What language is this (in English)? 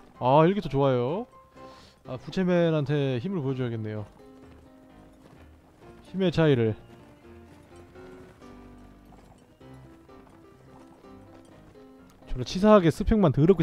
Korean